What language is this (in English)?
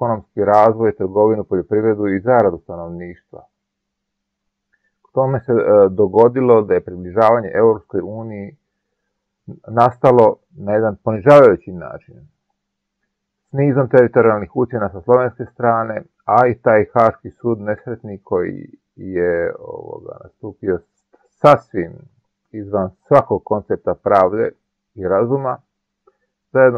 Croatian